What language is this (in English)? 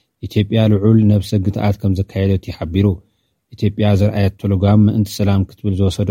Tigrinya